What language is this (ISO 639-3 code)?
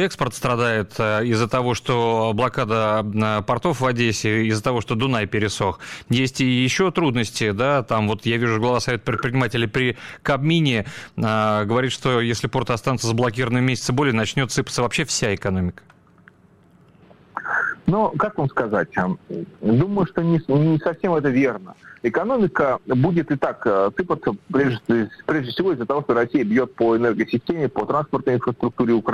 rus